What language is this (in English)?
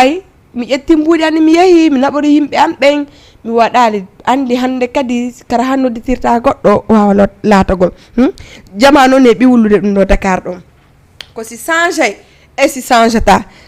Fula